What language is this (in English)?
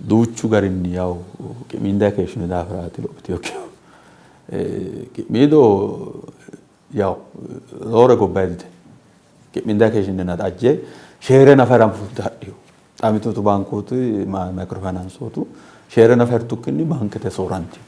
Sidamo